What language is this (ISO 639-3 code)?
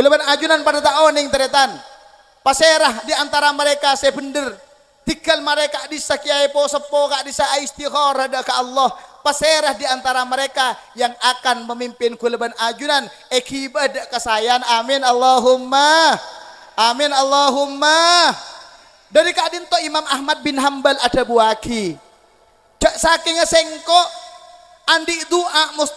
mad